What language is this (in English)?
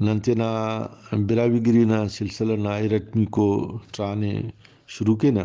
Brahui